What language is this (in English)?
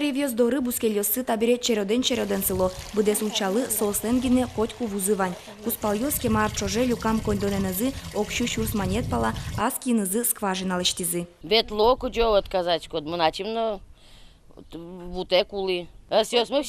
Udmurt